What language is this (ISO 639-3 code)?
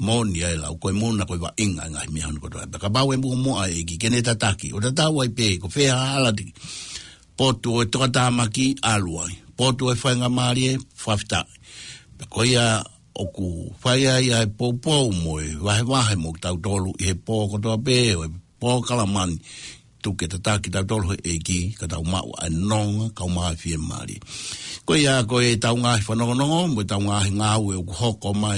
ton